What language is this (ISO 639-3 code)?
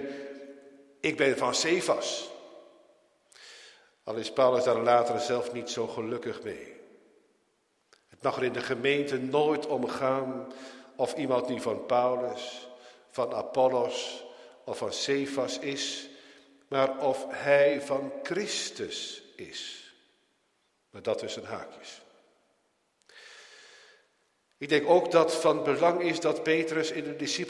nld